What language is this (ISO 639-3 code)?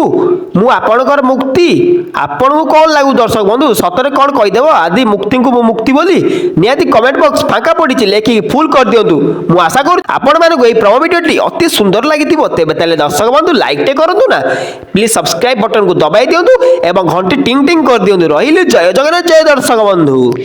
ori